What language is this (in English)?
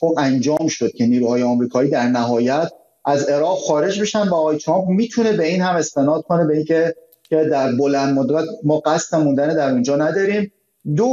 Persian